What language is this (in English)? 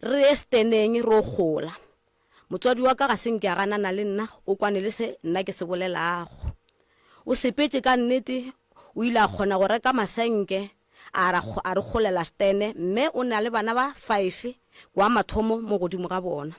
Northern Sotho